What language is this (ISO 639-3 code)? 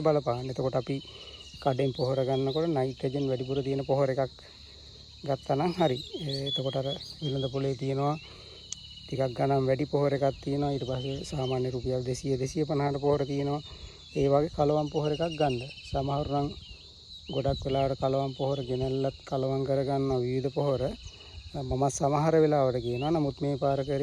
sin